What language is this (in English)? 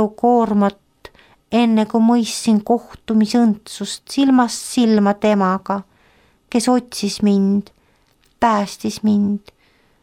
Estonian